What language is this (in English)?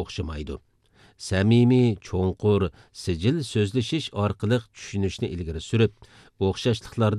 Uyghur